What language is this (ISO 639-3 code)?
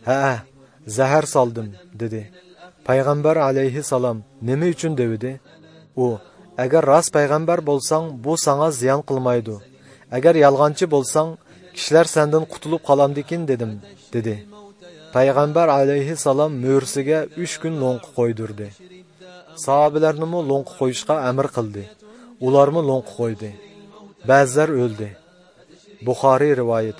uig